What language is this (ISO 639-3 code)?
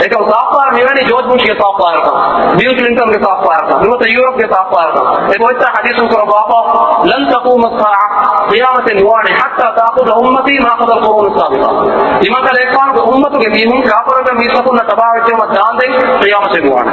div